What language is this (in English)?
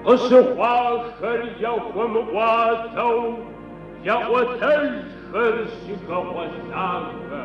Kabardian